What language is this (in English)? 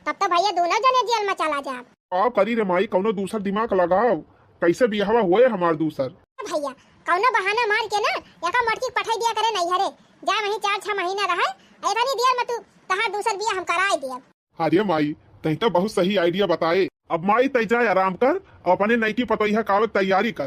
Awadhi